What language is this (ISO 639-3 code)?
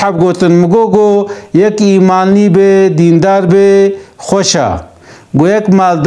kur